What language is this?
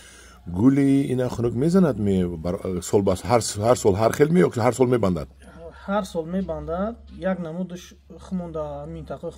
Tajik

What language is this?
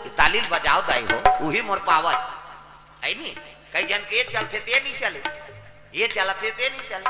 Chhattisgarhi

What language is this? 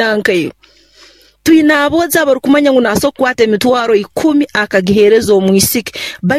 Nyoro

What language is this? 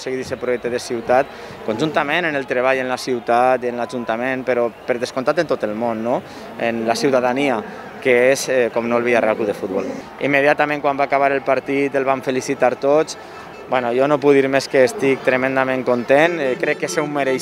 Catalan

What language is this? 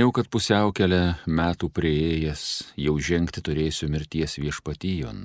Lithuanian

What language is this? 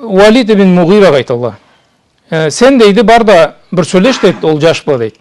Karachay-Balkar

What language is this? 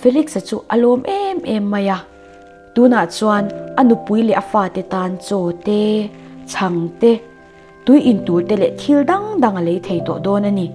Mizo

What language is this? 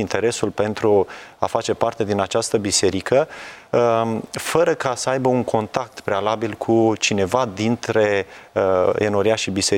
Romanian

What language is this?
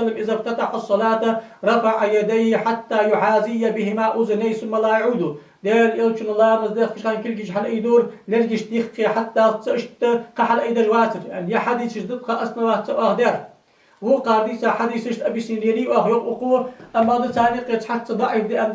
Ingush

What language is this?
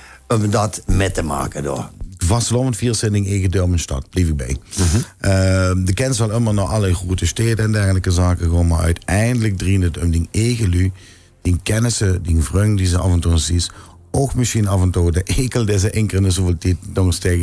Limburgish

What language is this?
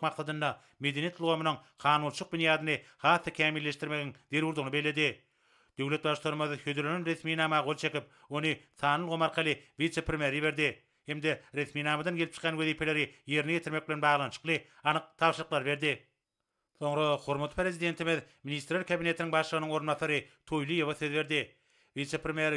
Turkmen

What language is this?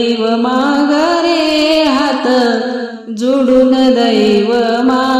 Marathi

